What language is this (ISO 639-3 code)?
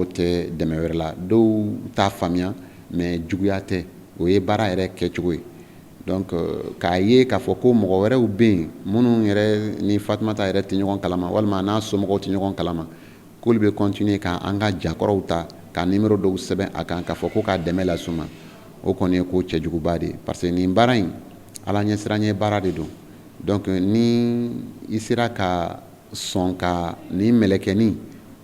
bam